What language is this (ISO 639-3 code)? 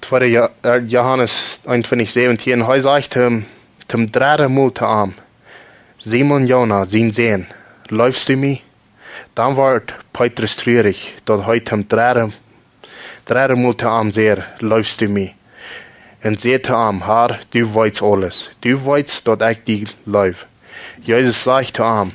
pdt